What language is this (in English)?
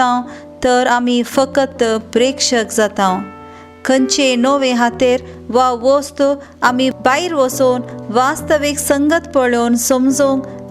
Konkani